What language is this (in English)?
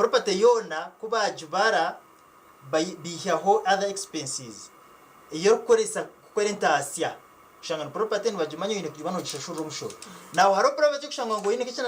Nyankole